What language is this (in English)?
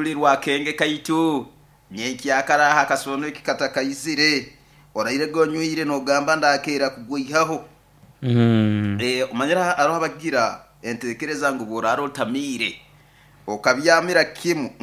Nyoro